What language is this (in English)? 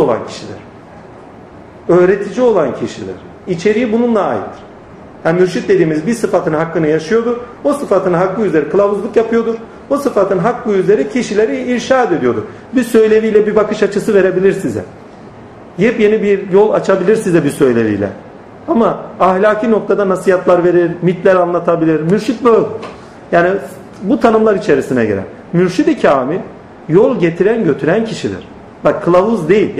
Turkish